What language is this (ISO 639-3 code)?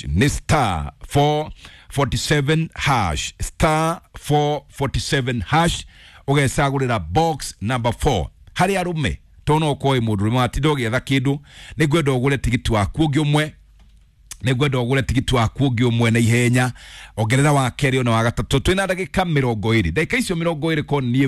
kik